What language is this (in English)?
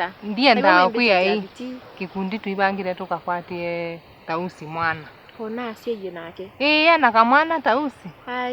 Kamba